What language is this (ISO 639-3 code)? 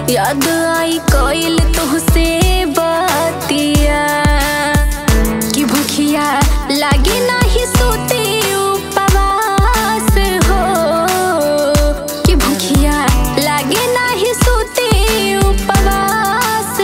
bho